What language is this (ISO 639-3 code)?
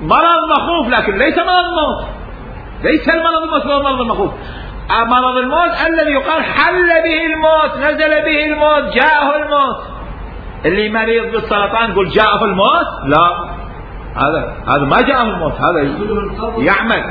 acm